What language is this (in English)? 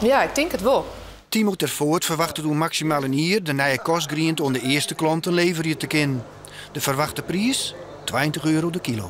Western Frisian